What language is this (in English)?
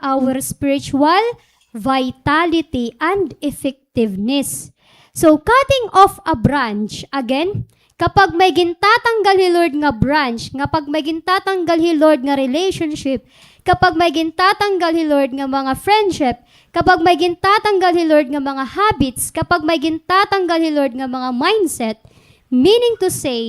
Waray